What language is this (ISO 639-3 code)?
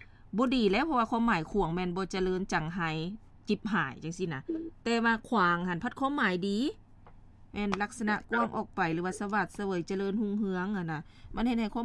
lao